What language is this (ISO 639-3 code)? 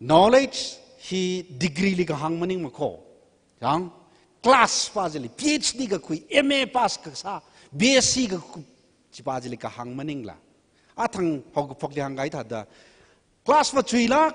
nmf